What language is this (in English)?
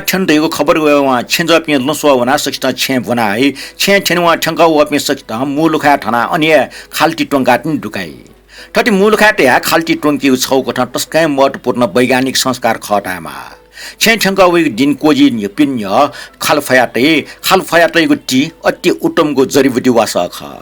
Newari